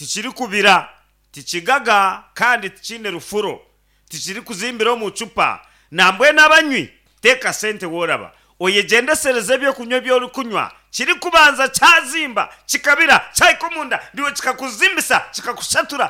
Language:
Nyankole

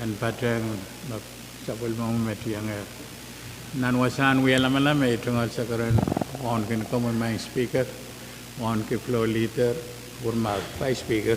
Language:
Pohnpeian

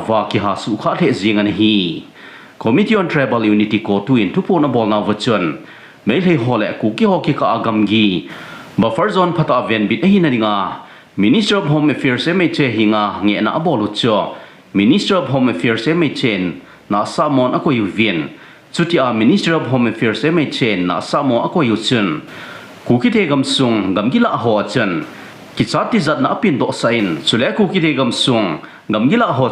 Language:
Thado Chin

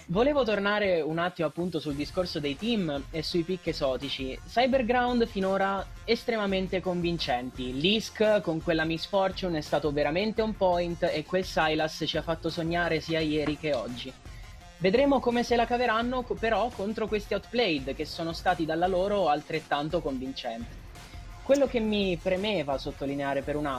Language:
Italian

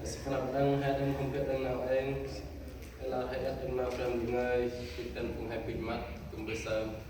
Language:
Central Mnong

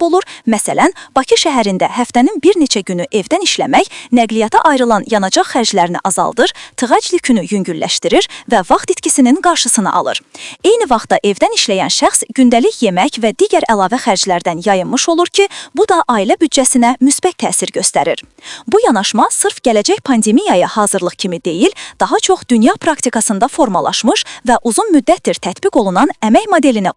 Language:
Azerbaijani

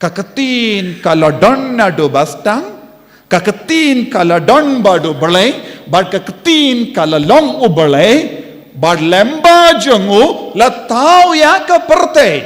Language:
Khasi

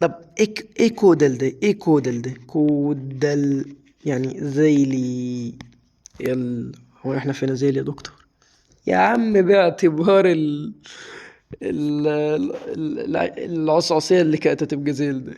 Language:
Egyptian Arabic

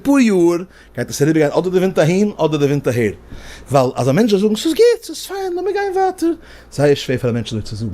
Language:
Yiddish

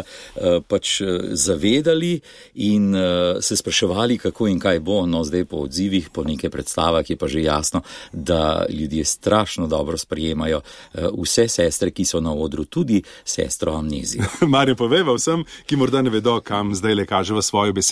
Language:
Slovenian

